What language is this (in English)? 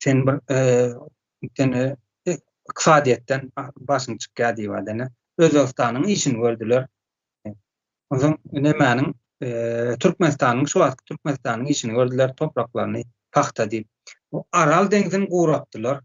Turkmen